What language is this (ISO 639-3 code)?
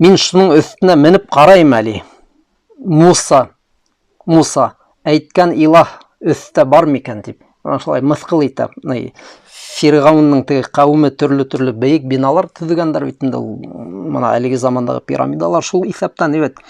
bak